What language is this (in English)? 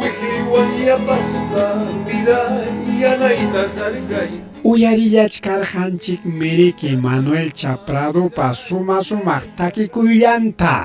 Ayacucho Quechua